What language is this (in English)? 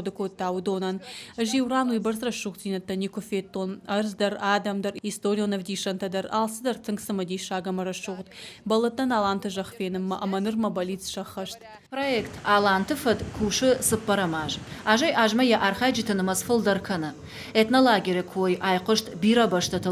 Ossetic